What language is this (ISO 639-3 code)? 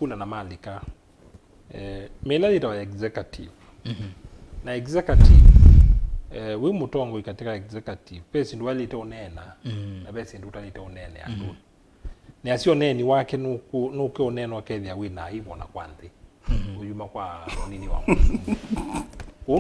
kam